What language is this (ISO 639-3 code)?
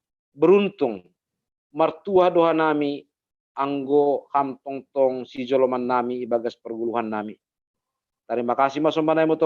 bts